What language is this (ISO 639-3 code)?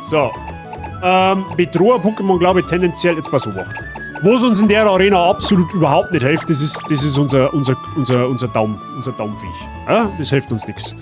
bar